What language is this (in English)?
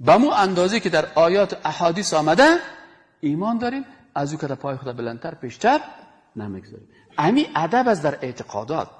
Persian